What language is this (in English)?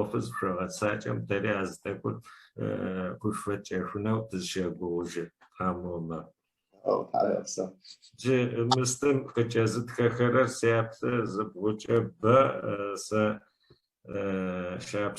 Adyghe